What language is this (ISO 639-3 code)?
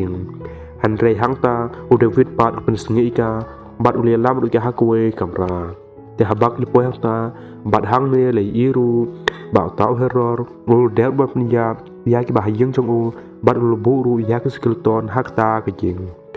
kha